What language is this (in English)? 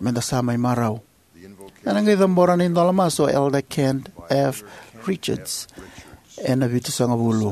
Fijian